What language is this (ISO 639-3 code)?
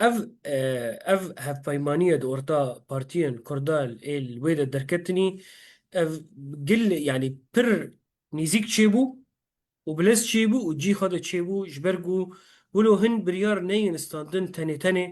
kur